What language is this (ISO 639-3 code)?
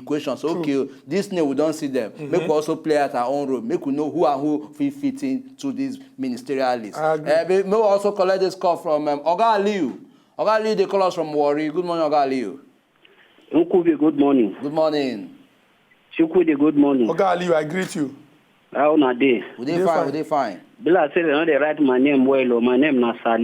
pcm